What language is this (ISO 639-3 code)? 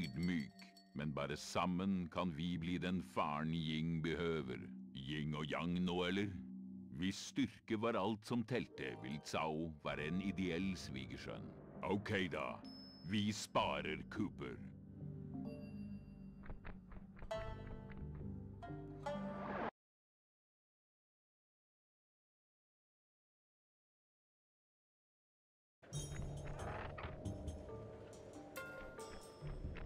nor